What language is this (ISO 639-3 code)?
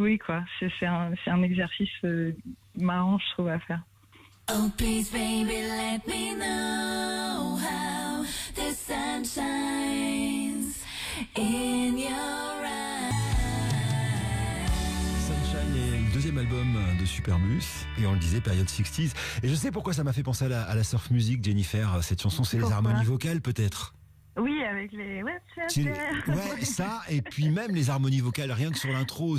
fra